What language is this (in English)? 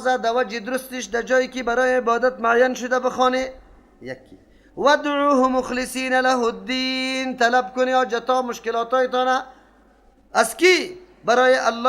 Persian